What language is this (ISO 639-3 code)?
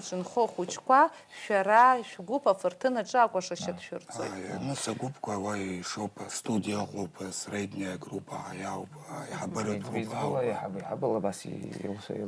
abk